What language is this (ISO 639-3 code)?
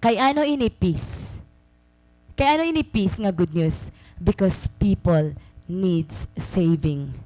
war